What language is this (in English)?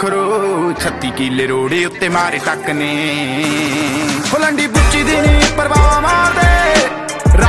Punjabi